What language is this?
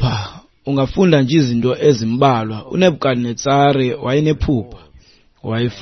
Xhosa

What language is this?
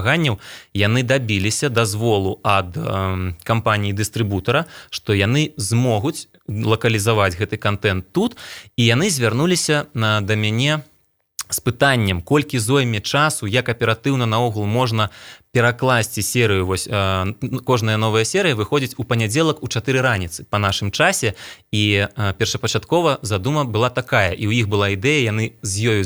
Belarusian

